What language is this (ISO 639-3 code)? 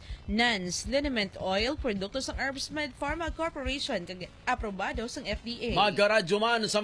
hil